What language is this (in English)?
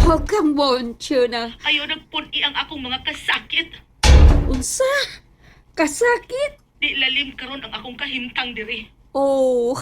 Cebuano